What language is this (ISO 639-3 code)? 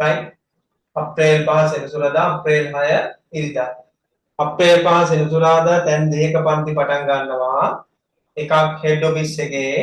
sin